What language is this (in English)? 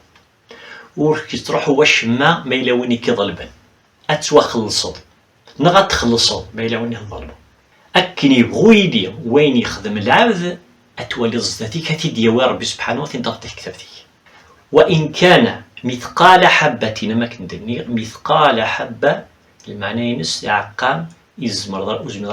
Kabyle